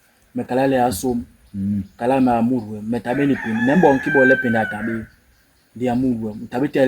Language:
Basaa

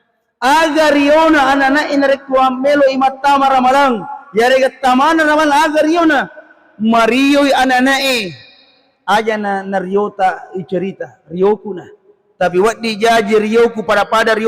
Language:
Buginese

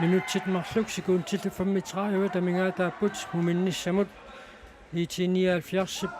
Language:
Kalaallisut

